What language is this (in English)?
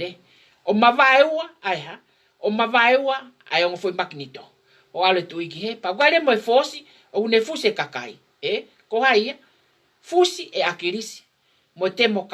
Tongan